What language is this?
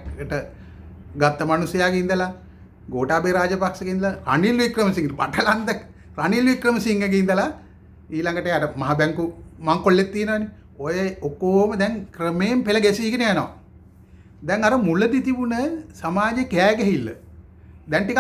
Sinhala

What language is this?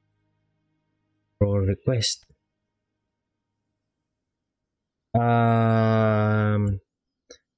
Filipino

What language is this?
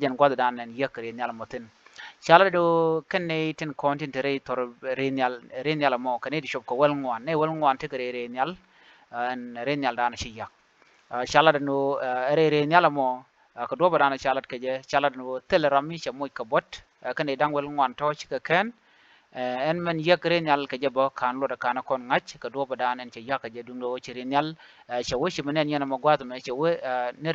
Nuer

